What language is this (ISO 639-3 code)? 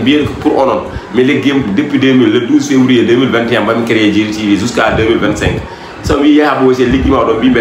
ful